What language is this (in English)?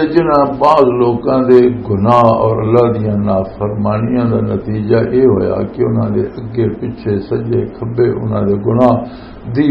Western Panjabi